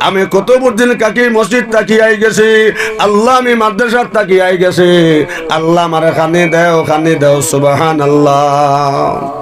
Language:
Sylheti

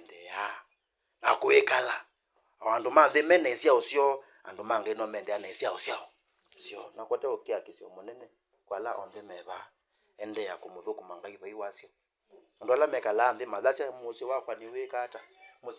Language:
Kamba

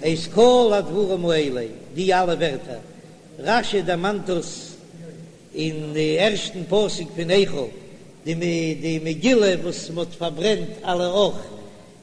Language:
Yiddish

